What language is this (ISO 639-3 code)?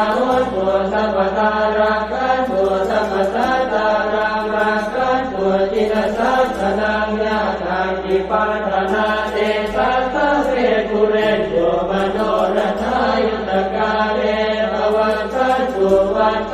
pli